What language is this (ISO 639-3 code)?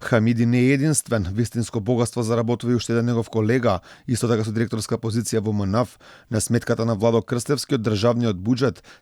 mkd